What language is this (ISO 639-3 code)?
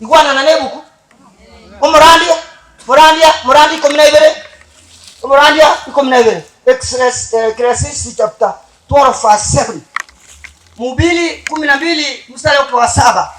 guz